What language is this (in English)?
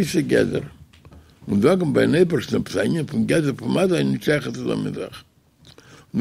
Yiddish